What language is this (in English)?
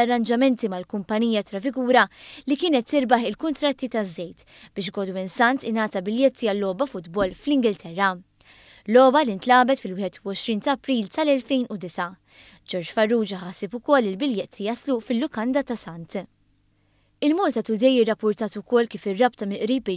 Maltese